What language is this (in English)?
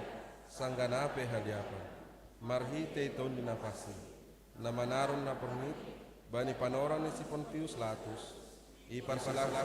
Batak Simalungun